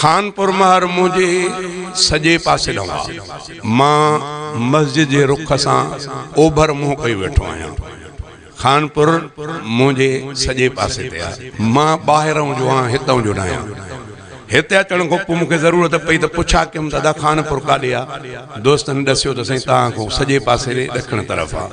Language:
Sindhi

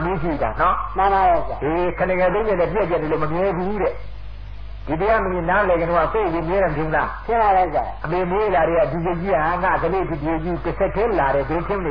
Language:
Burmese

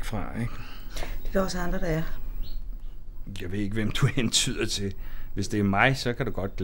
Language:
Danish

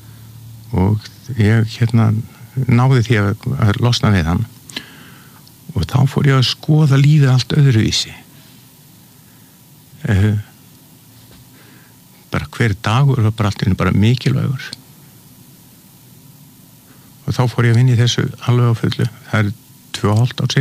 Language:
Icelandic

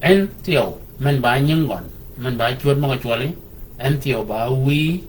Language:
Shilluk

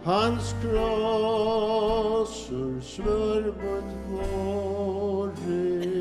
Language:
Faroese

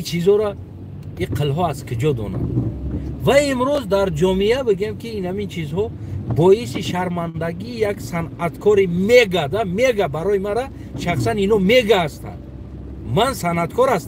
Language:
Tajik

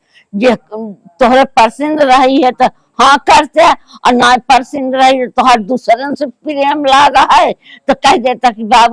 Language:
Awadhi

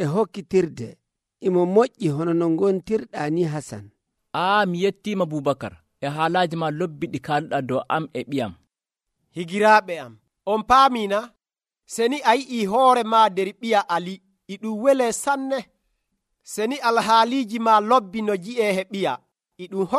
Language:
Nigerian Fulfulde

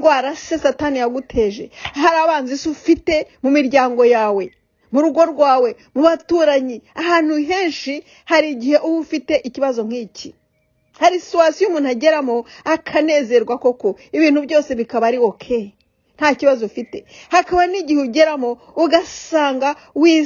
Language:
Kinyarwanda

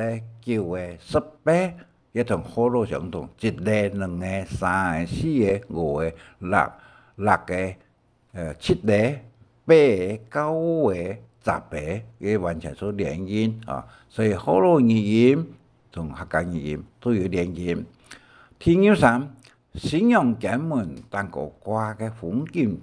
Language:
Hakka Chinese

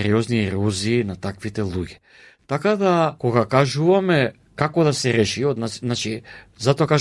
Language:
Macedonian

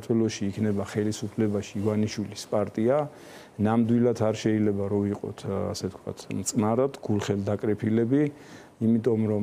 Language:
Georgian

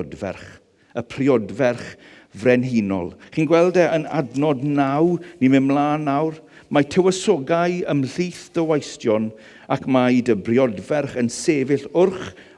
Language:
Welsh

